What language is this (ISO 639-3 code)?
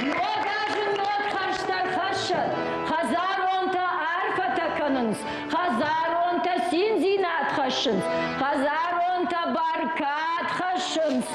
oss